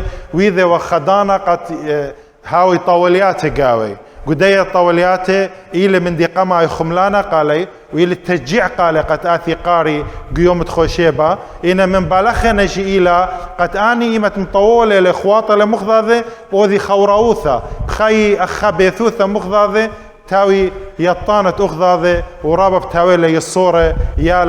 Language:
Assyrian Neo-Aramaic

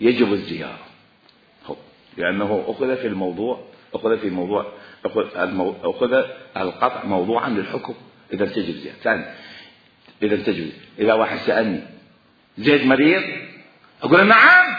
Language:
Mesopotamian Arabic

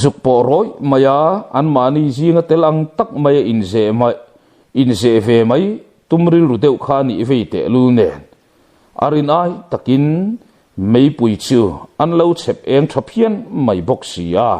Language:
Mizo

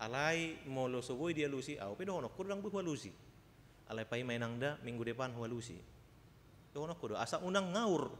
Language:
Batak Toba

